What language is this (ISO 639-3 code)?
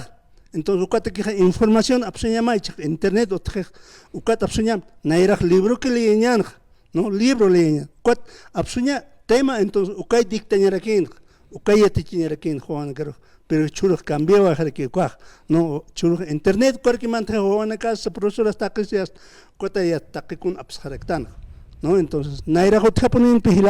aym